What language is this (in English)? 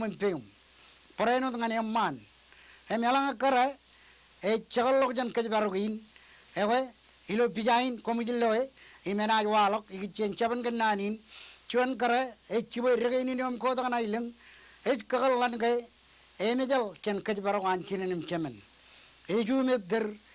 Marshallese